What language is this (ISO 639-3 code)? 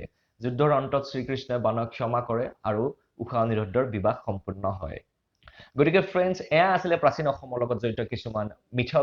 asm